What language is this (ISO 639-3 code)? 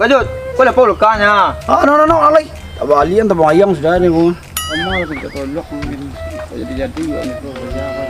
min